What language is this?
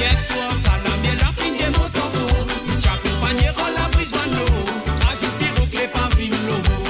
Morisyen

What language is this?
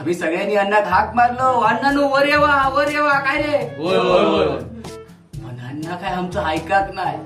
Konkani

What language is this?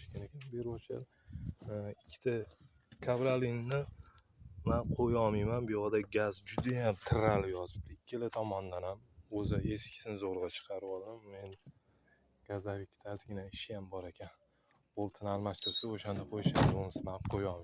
Uzbek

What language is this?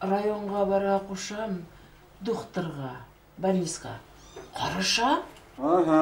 Bashkir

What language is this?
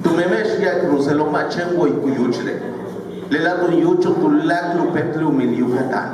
Yucateco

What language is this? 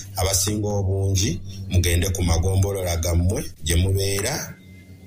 Ganda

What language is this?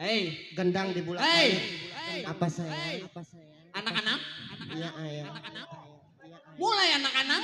Betawi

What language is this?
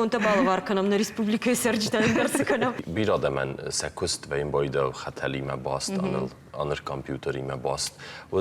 Ossetic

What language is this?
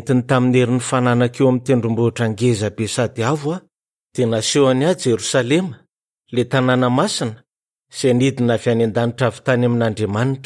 Malagasy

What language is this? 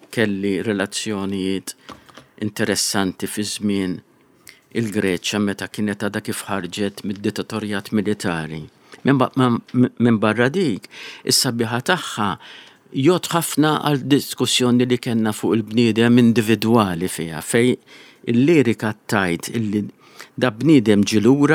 Maltese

